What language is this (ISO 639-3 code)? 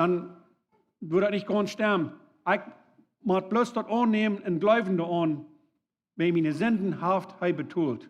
pdt